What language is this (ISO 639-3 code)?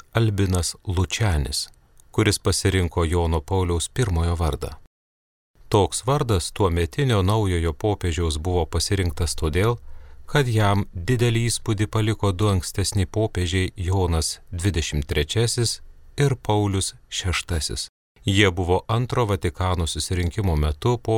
lit